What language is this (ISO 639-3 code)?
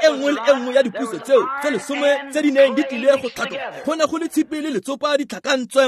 tsn